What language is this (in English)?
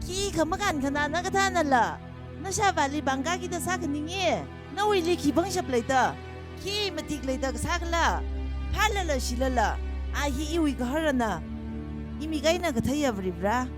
Tangkhul Naga (India)